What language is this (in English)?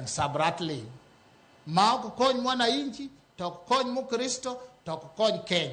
Luo (Kenya and Tanzania)